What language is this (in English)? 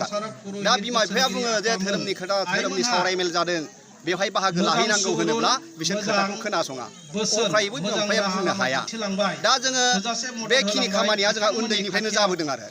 Bodo